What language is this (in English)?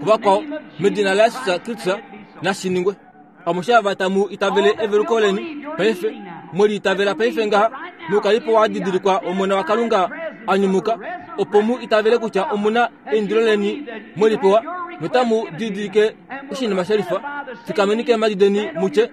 Kuanyama